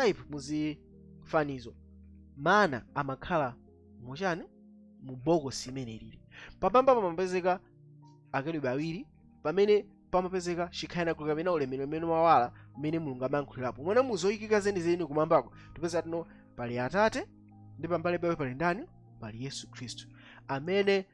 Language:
Nyanja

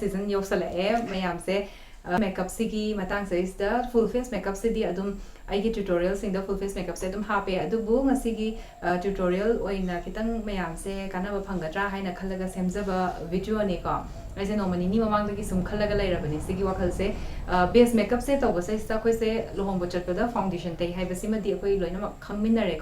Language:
Manipuri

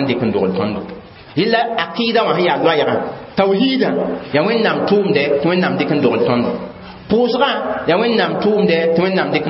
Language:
Mossi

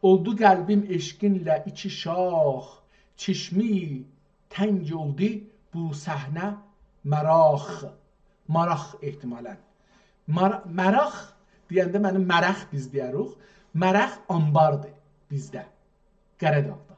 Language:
South Azerbaijani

